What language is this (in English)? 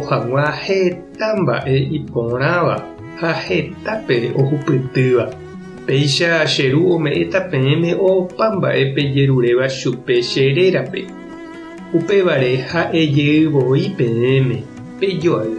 Guarani